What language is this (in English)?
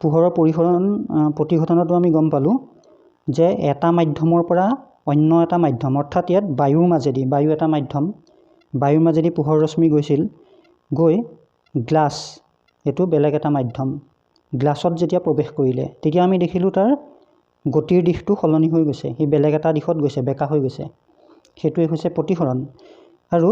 Assamese